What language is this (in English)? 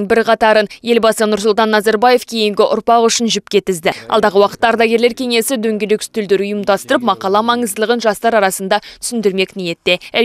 Kazakh